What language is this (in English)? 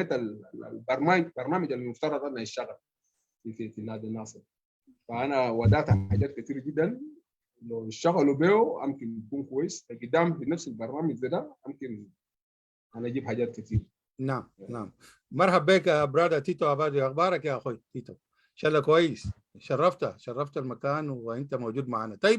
Sudanese Arabic